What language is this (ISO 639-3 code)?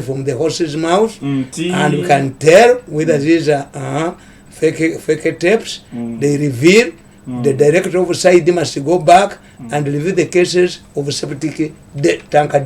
lug